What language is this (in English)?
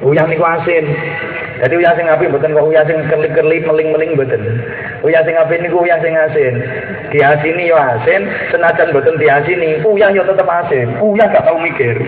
Javanese